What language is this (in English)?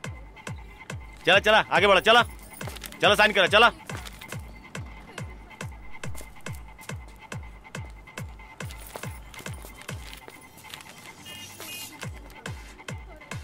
Bhojpuri